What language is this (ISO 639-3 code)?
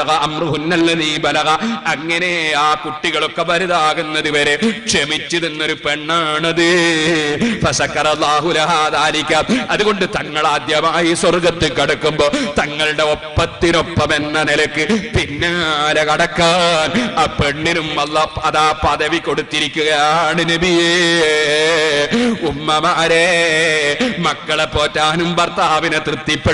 mal